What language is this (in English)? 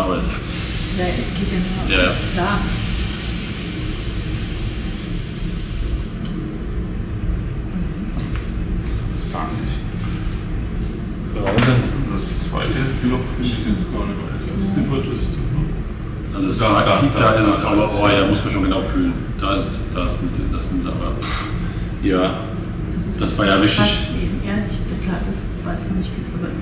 German